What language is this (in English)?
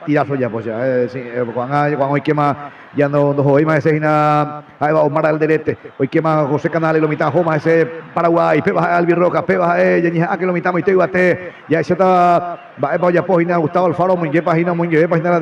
Guarani